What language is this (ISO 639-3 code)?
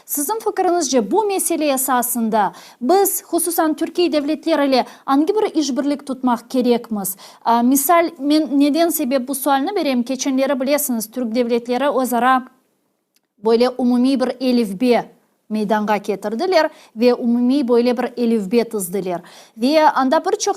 crh